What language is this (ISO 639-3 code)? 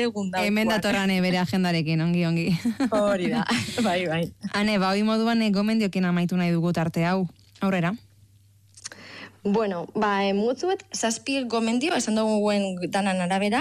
eus